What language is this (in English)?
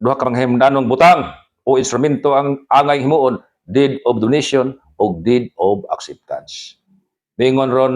Cebuano